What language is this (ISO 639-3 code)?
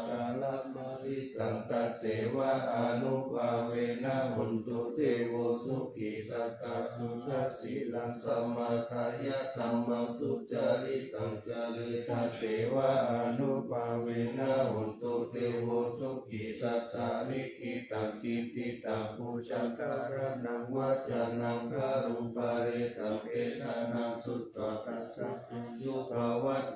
pli